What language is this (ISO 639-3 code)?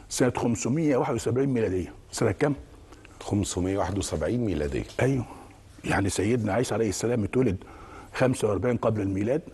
arz